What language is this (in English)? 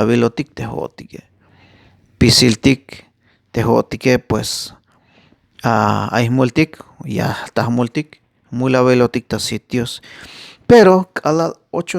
Tzeltal